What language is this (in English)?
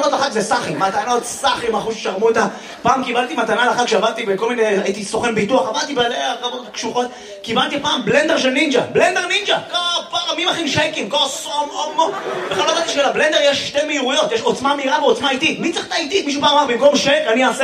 Hebrew